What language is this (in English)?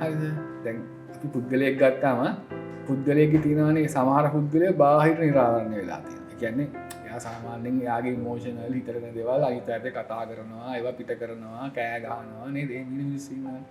Sinhala